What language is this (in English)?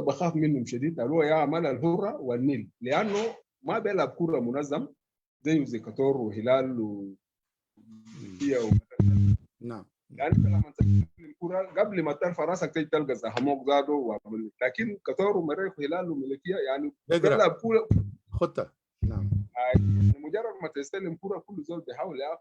Sudanese Arabic